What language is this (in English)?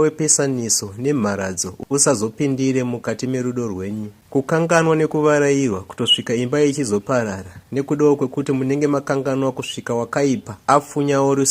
Shona